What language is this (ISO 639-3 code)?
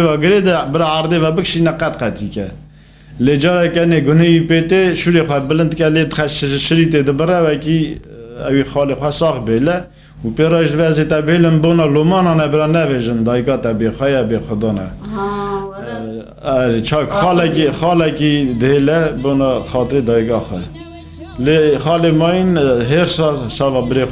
kur